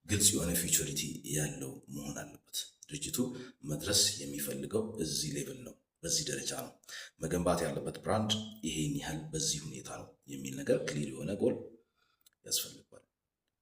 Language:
Amharic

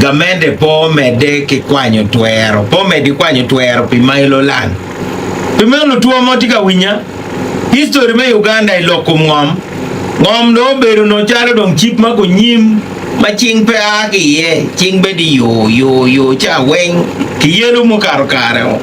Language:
Acoli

